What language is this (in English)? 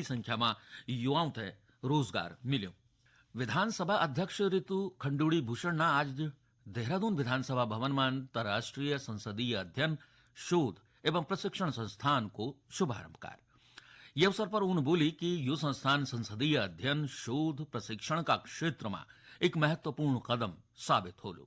Garhwali